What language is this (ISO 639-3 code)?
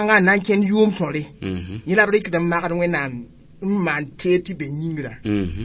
mos